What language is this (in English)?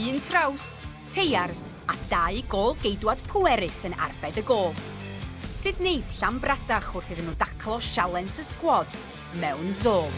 Welsh